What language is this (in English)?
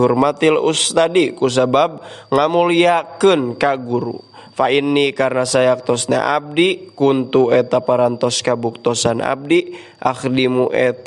Sundanese